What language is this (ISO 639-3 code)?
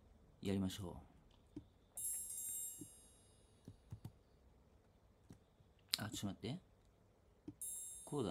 jpn